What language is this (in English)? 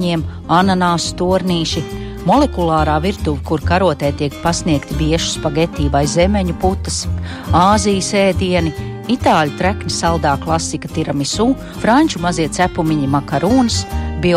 Latvian